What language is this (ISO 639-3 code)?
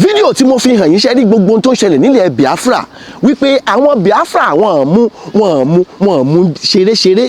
yor